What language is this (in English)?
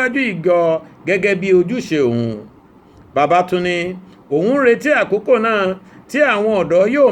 Yoruba